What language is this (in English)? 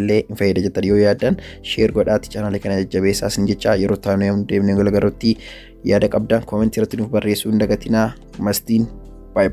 Oromo